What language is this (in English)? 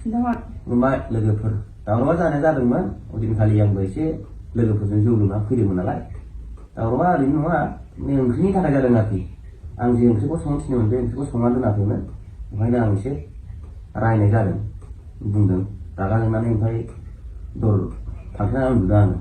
Bodo